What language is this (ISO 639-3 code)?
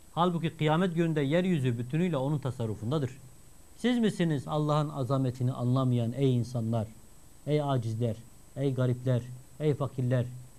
tur